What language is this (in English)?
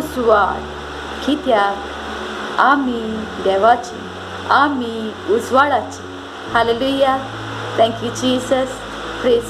Konkani